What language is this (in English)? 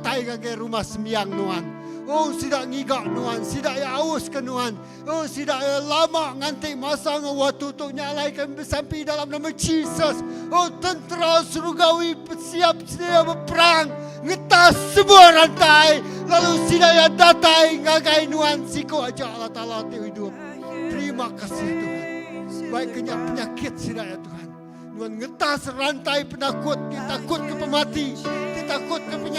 Iban